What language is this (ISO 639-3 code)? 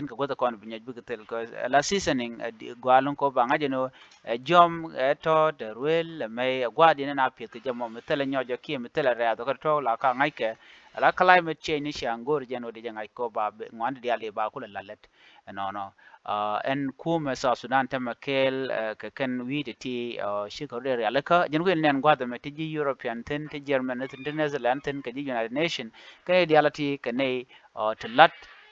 nus